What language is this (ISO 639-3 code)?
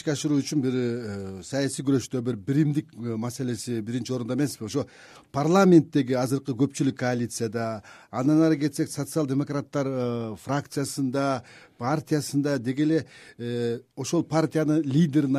kir